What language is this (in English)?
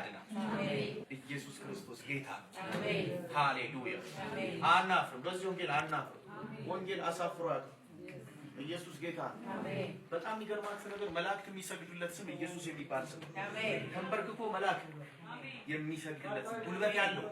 Amharic